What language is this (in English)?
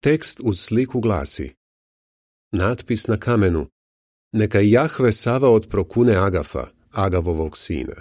Serbian